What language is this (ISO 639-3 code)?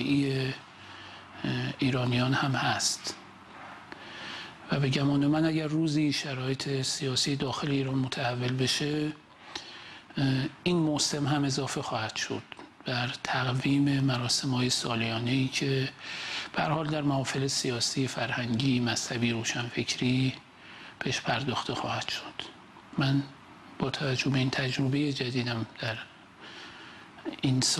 fas